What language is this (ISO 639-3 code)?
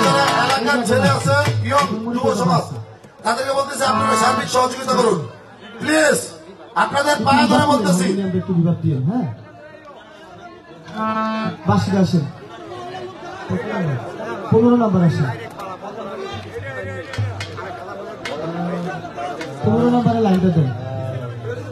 ben